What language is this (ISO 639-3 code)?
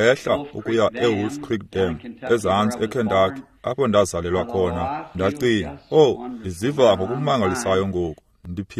xho